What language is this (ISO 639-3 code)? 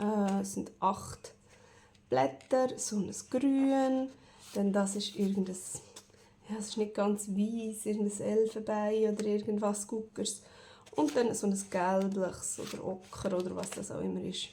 gsw